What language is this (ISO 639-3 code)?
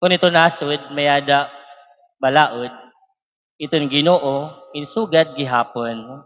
war